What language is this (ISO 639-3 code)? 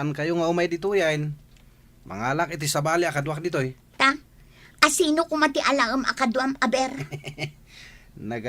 ilo